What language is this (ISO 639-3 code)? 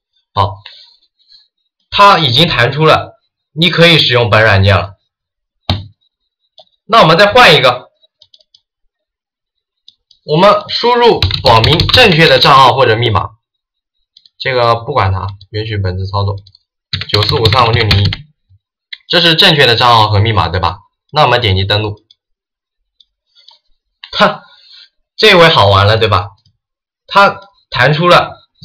zho